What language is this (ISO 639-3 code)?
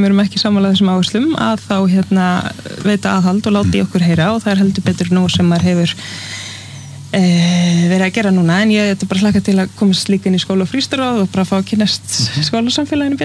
isl